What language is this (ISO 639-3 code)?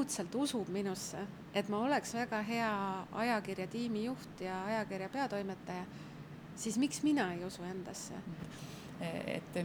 est